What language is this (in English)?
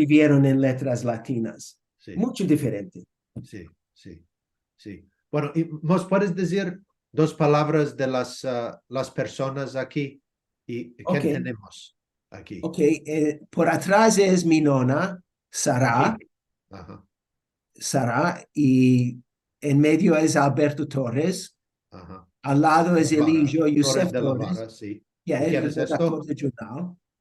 Ladino